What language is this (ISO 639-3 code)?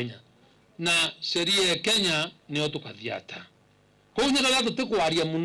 mer